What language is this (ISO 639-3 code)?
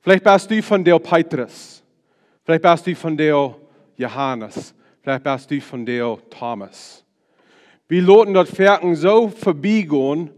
pdt